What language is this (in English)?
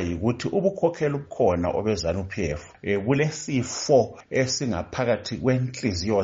North Ndebele